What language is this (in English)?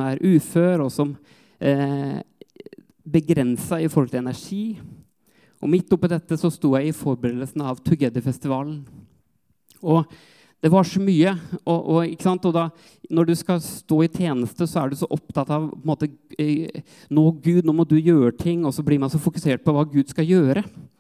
Norwegian